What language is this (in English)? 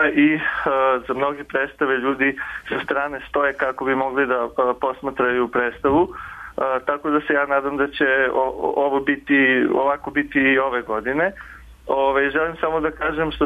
Serbian